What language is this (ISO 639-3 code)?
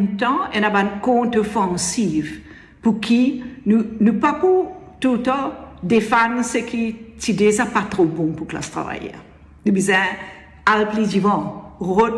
mfe